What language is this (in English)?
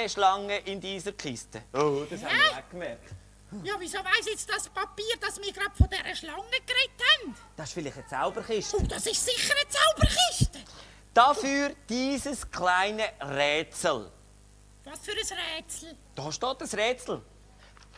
Swiss German